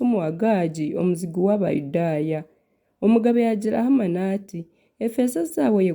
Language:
Nyankole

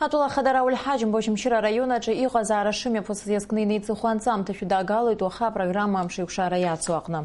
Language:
Abkhazian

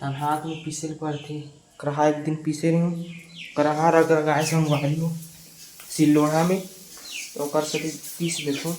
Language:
Chhattisgarhi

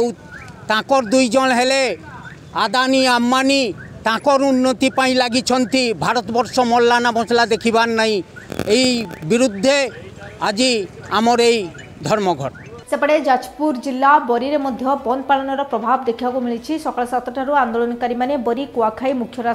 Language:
Odia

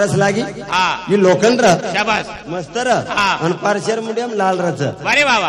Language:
Lambadi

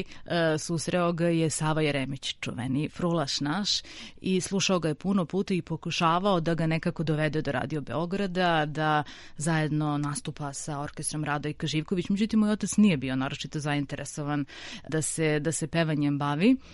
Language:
Serbian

